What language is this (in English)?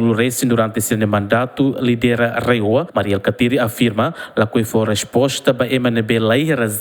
Tetum